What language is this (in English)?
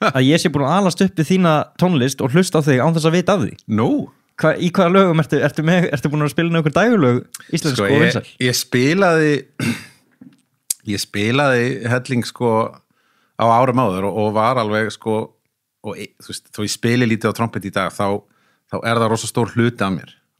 Icelandic